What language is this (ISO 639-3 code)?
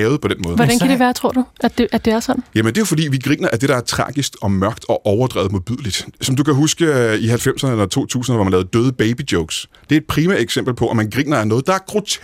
dan